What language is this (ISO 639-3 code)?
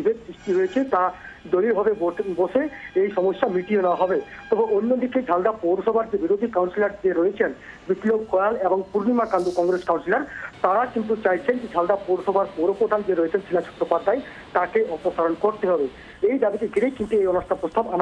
ben